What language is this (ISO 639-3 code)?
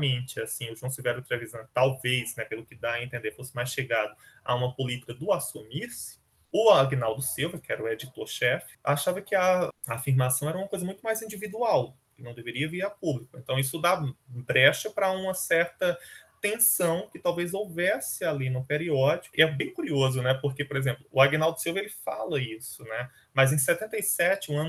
por